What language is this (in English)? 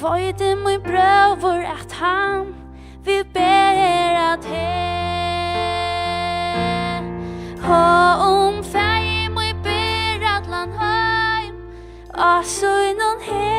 Faroese